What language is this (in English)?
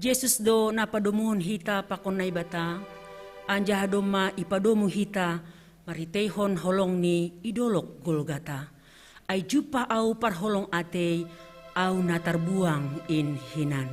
Batak Simalungun